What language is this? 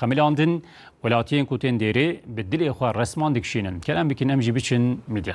Kurdish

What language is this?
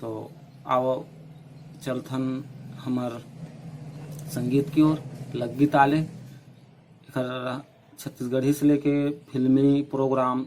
Chhattisgarhi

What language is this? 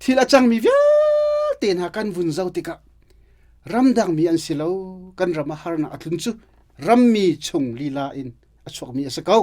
Hakha Chin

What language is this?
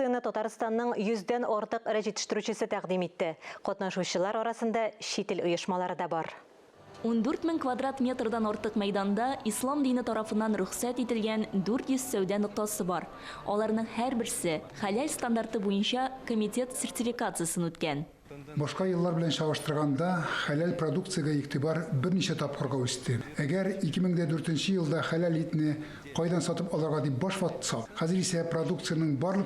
Tatar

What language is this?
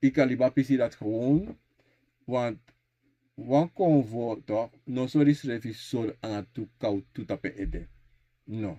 Sranan Tongo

